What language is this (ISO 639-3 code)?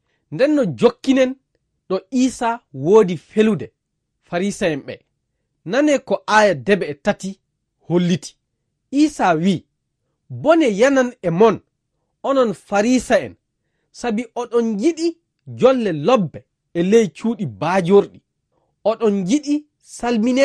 ful